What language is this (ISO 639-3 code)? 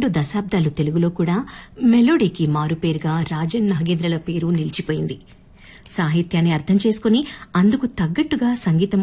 tel